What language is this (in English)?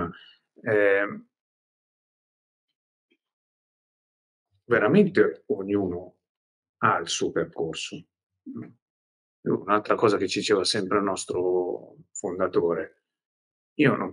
Italian